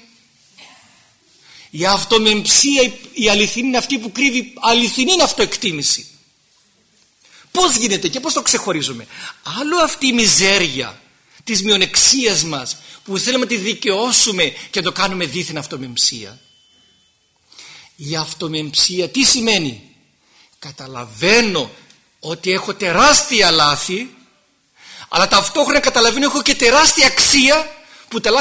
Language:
Greek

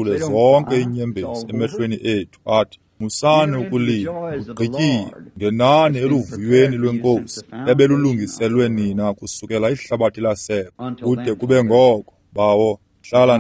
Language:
Xhosa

